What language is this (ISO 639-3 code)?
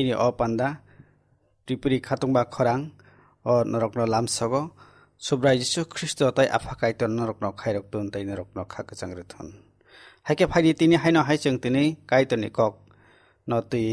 trp